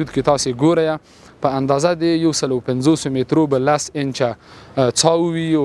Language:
Pashto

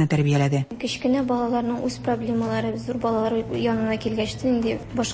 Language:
Tatar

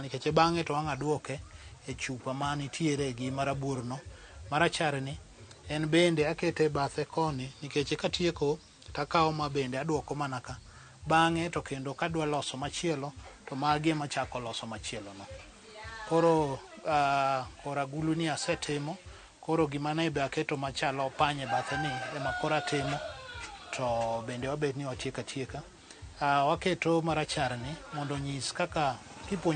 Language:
Luo (Kenya and Tanzania)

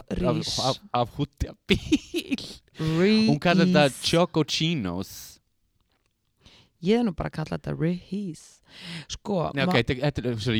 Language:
Icelandic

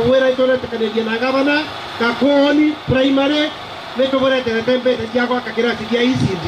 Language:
Meru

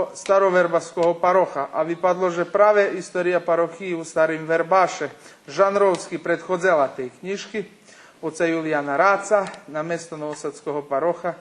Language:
Rusyn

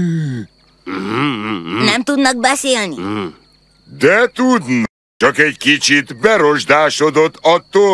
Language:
Hungarian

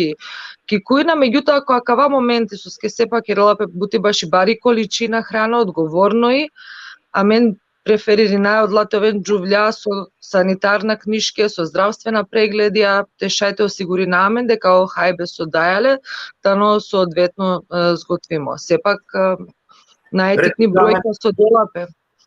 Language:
Balkan Romani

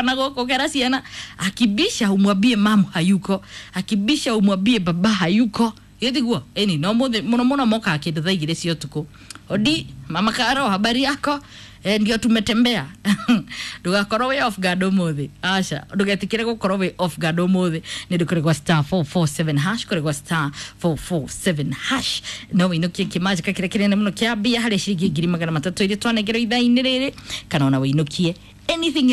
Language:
Kikuyu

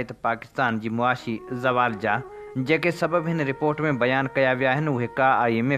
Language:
Sindhi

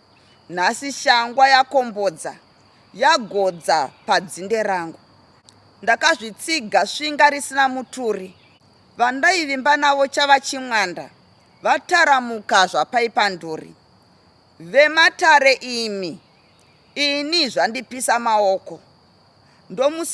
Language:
Shona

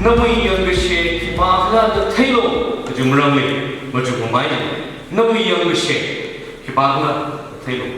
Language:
Tangkhul Naga (India)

